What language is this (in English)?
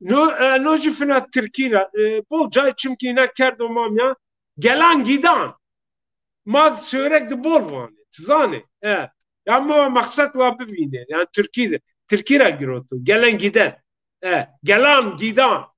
Zaza